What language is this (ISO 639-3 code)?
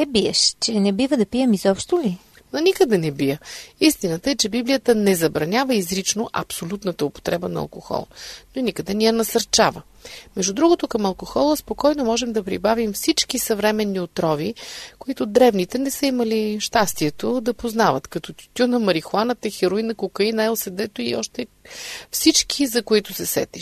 bul